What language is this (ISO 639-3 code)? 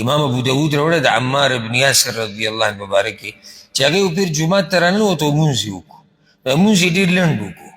pus